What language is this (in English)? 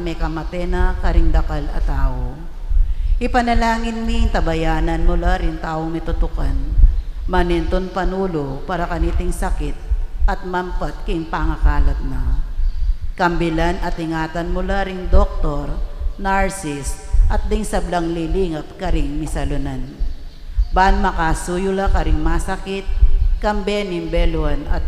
Pampanga